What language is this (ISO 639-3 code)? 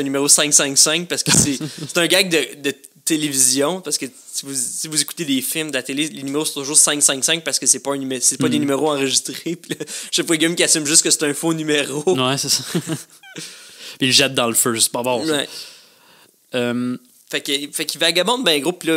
fra